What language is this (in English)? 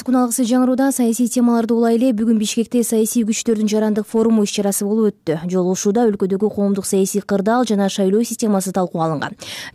Kyrgyz